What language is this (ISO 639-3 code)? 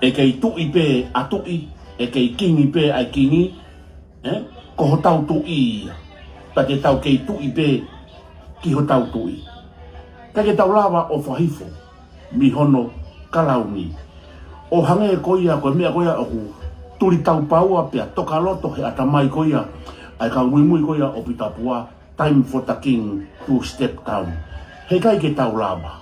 ton